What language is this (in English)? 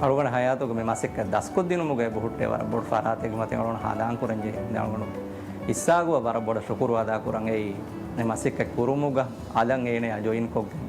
Divehi